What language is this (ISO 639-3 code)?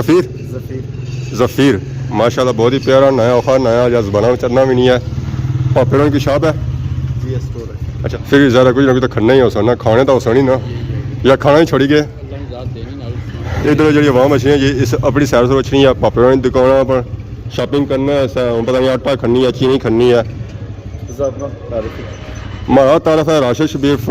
phr